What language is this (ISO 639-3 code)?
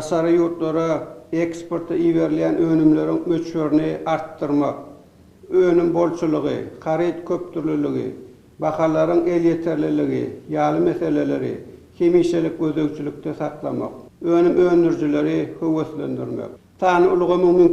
tuk